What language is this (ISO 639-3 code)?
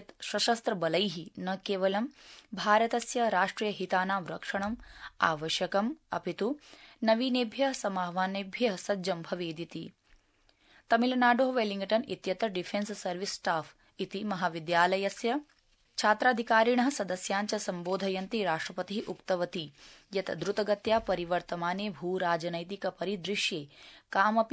san